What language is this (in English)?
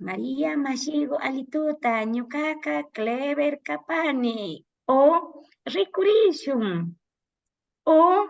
Imbabura Highland Quichua